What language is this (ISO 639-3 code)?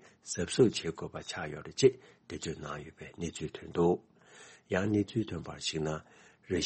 bod